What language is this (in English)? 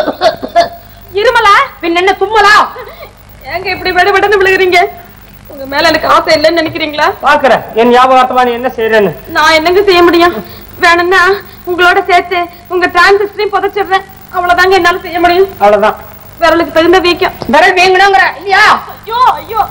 Tamil